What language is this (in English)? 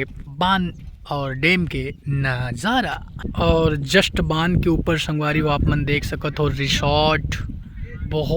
Chhattisgarhi